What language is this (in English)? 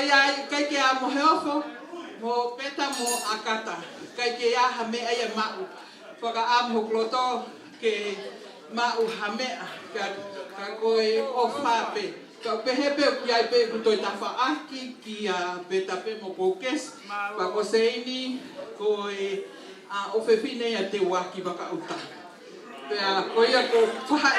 Tongan